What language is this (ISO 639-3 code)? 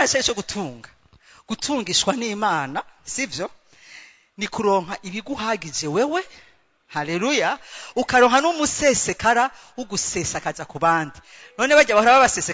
run